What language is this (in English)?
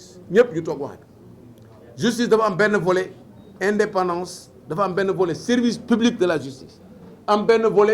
Wolof